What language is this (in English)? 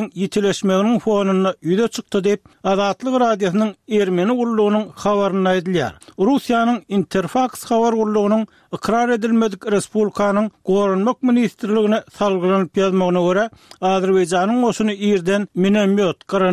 Turkmen